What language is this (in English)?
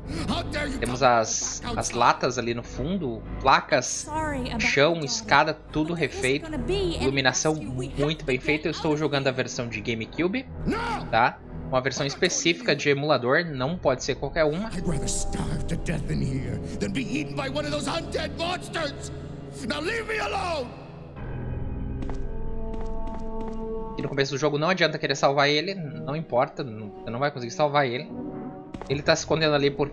Portuguese